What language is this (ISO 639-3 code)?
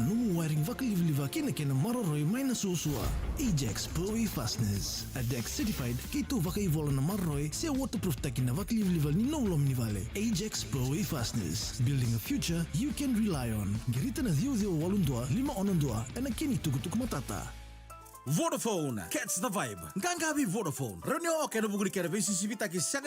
fij